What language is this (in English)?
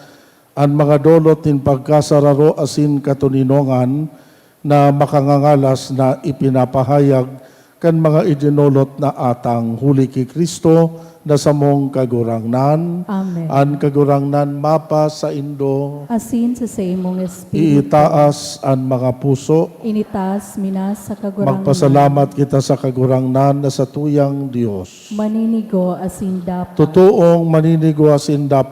Bikol